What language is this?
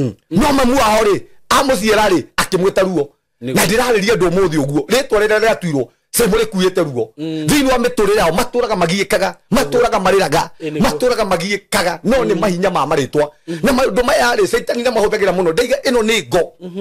Kikuyu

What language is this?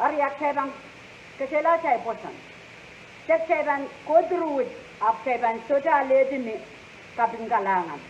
Pohnpeian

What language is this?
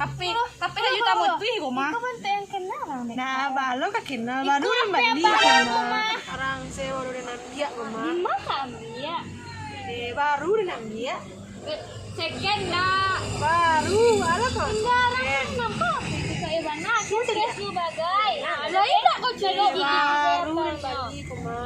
Minangkabau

